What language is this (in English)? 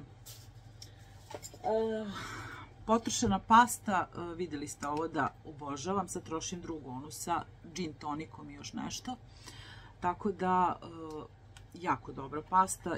Serbian